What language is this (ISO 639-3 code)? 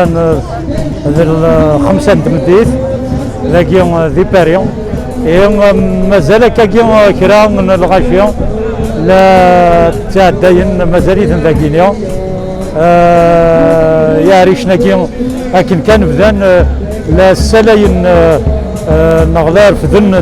kab